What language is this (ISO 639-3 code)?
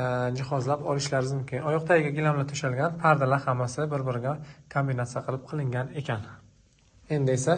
uzb